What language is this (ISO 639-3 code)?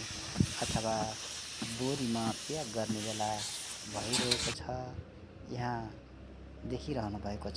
nep